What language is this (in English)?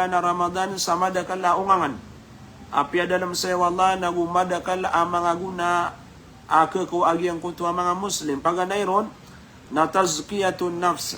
Maranao